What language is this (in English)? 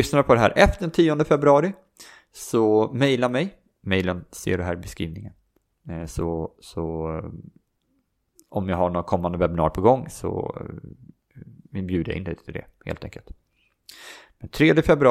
Swedish